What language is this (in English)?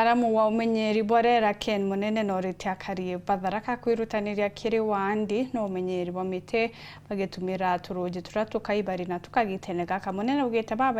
Meru